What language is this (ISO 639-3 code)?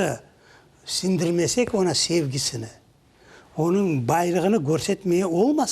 crh